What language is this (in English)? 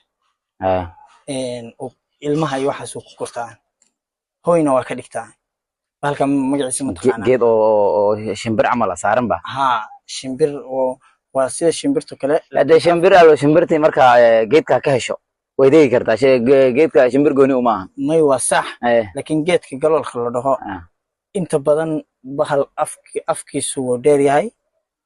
Somali